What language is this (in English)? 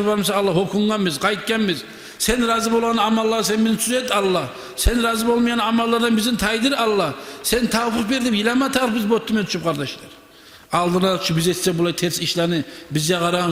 Kumyk